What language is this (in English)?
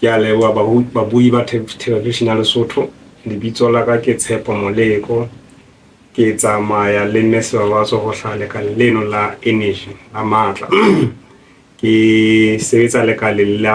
Southern Sotho